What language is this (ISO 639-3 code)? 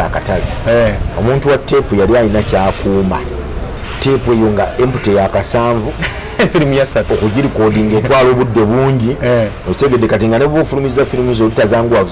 lug